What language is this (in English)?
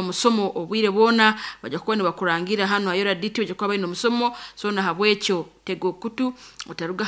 Nyoro